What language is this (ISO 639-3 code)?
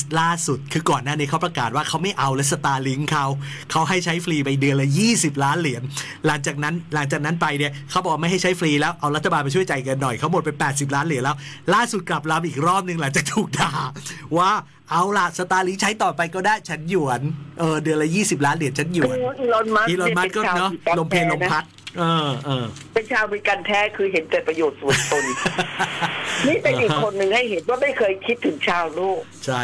tha